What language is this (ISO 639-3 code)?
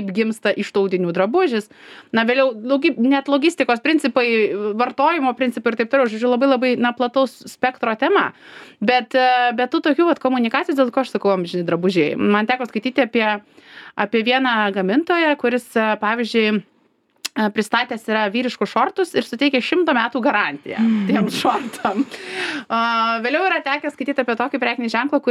lit